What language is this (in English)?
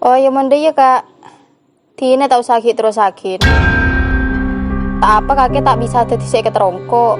Madurese